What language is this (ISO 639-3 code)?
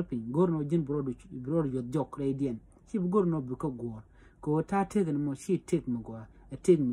nus